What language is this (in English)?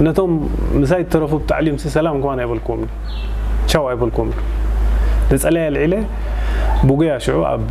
Tigrinya